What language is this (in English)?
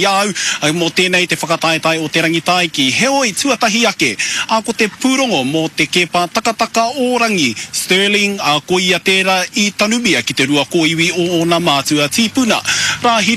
Māori